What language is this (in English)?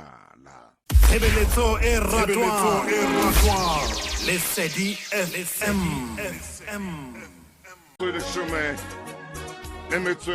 Southern Sotho